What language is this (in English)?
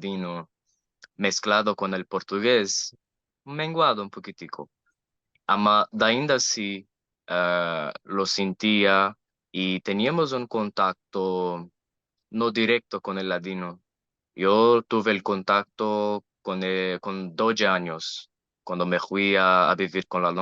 Ladino